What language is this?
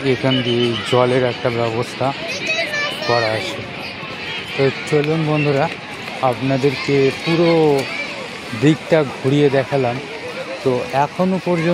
Bangla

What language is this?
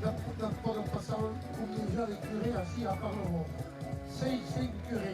Occitan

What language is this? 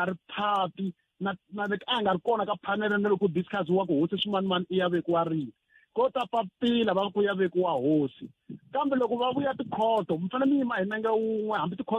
Tsonga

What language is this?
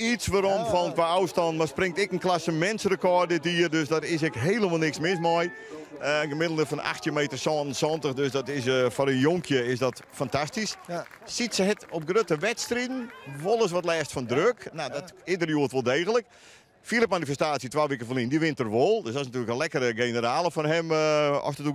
Western Frisian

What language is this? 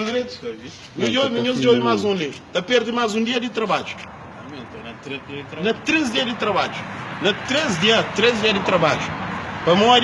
Kabuverdianu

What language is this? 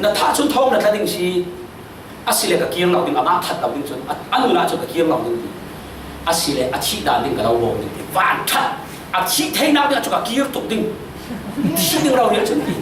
Falam Chin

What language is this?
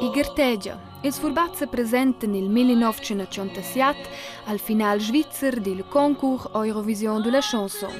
Romansh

